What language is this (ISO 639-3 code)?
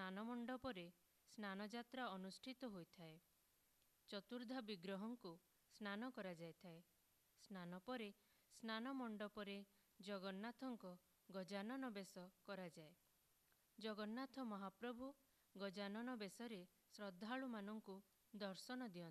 ori